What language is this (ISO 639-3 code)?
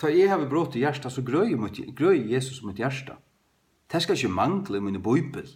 fao